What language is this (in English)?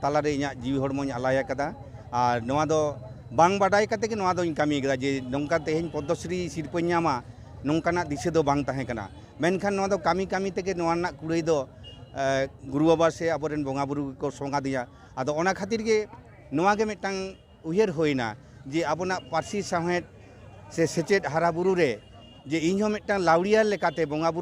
Santali